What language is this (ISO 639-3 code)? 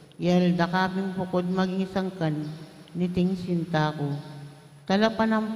pam